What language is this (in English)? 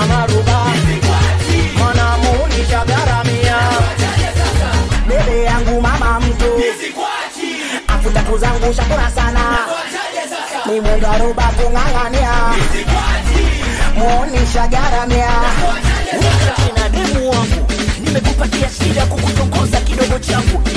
Swahili